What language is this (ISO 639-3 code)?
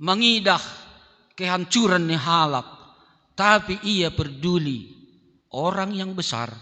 bts